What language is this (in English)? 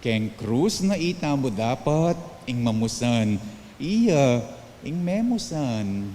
Pampanga